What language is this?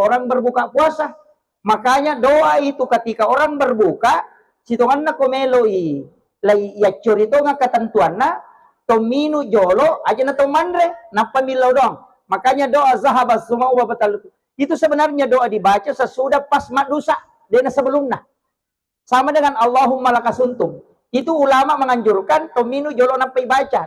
Buginese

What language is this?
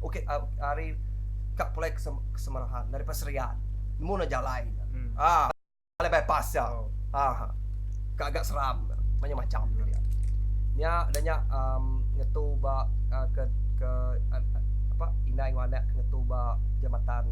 Iban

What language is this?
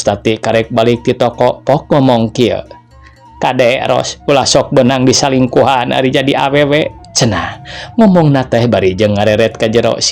Sundanese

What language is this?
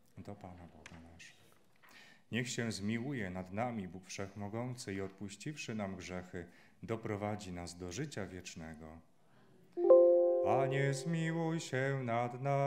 Polish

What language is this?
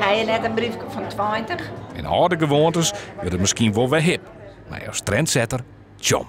Western Frisian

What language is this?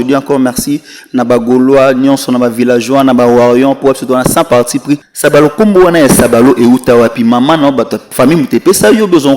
Lingala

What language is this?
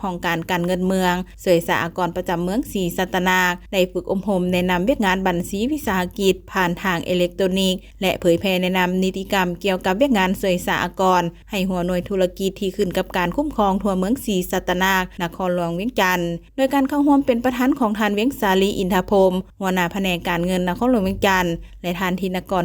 Lao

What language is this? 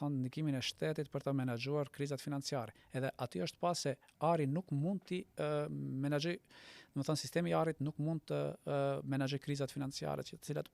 Albanian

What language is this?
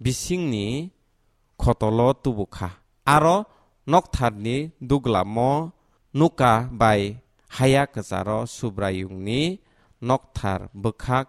Kok Borok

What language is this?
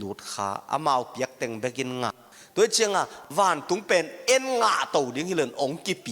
Tedim Chin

